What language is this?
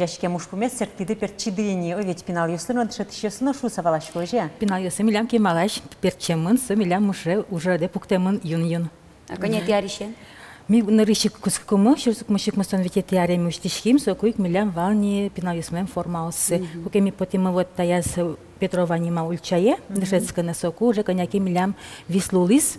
Udmurt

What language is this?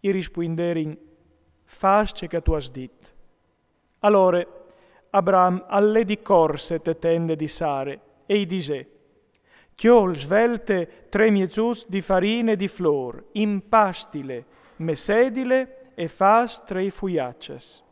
Friulian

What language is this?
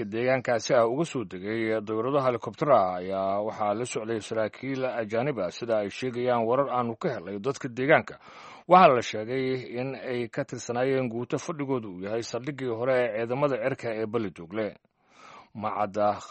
Somali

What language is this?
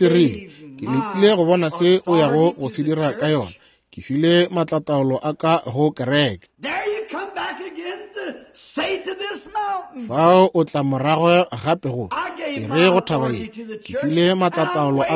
Northern Sotho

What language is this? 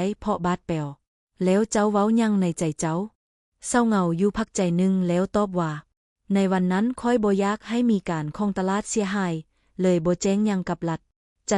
Lao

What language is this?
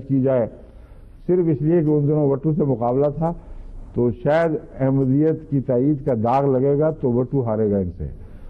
Urdu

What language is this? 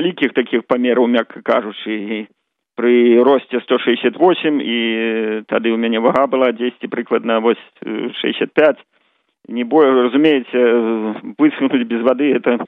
Belarusian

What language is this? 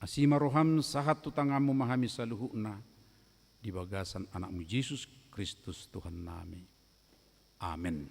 Batak Toba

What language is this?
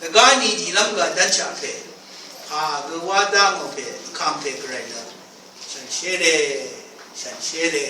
Rawang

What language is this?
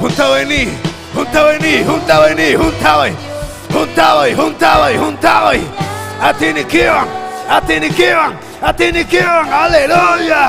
Ayacucho Quechua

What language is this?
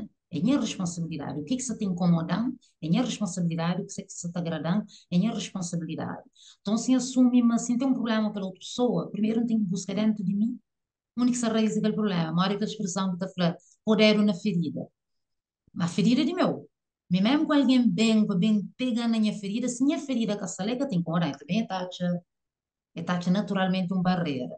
Kabuverdianu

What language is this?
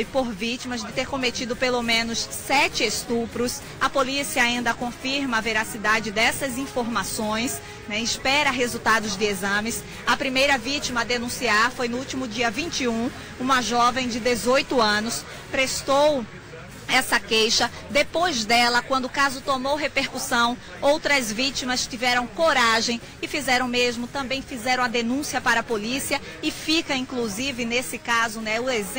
Portuguese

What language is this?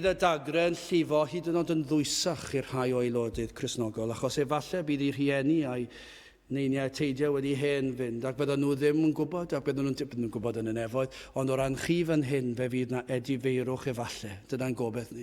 Welsh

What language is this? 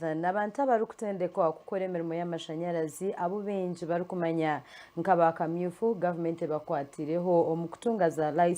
Nyankole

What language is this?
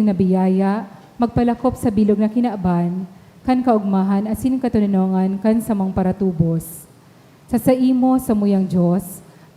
Bikol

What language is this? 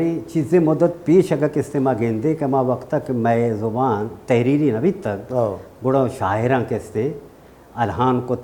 Baluchi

